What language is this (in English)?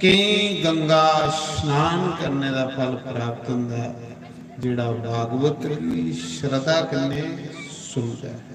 Dogri